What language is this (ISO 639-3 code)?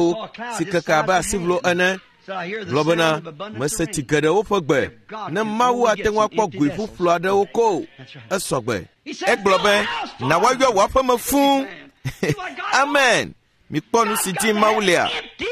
ewe